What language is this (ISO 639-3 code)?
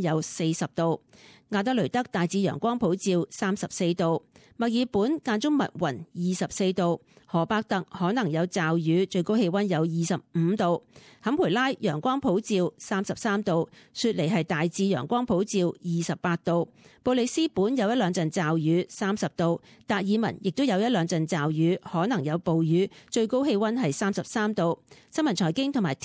yue